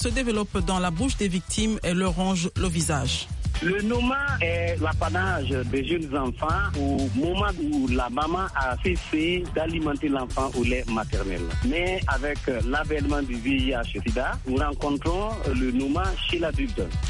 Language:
French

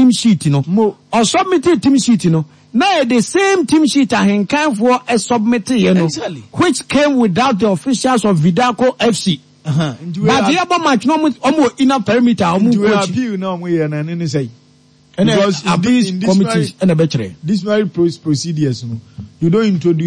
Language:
Akan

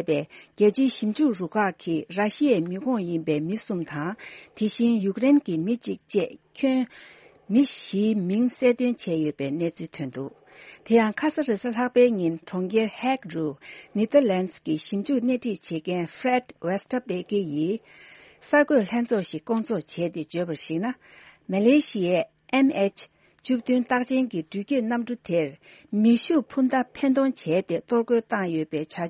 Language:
Tibetan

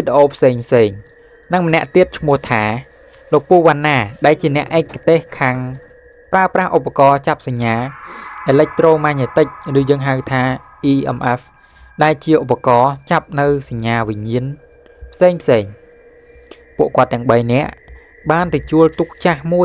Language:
Khmer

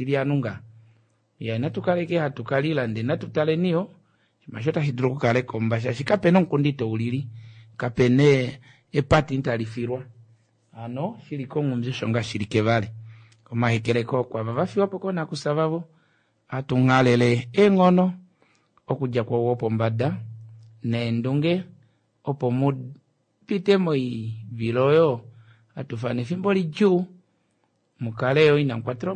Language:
Kuanyama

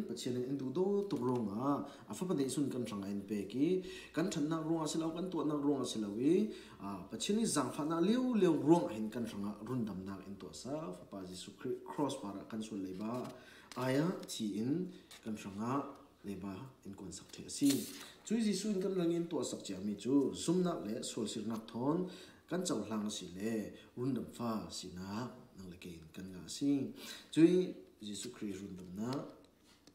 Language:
Falam Chin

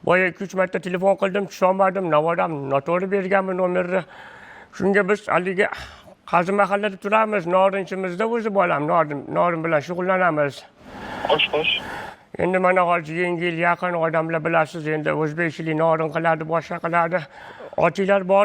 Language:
Uzbek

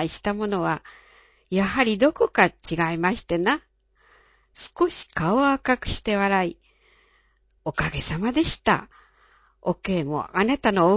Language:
Japanese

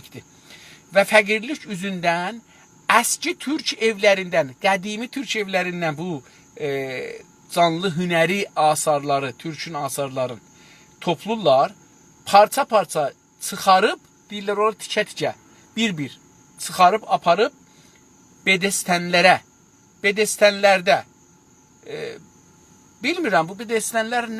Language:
South Azerbaijani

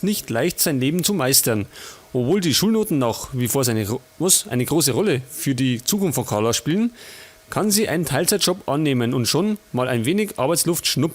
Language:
Bavarian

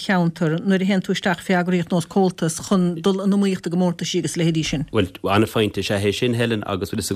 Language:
Irish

